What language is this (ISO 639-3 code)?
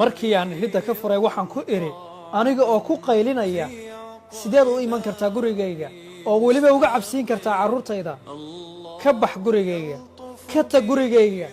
som